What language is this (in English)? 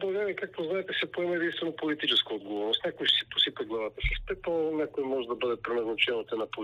Bulgarian